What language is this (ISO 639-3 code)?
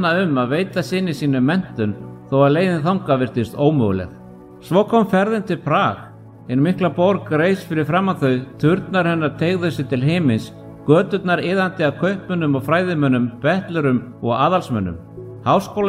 isl